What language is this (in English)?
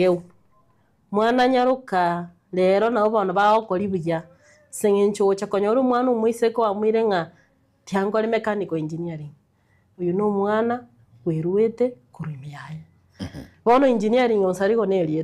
Gusii